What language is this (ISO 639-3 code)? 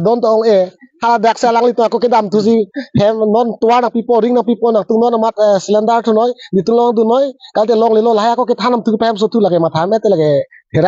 mjw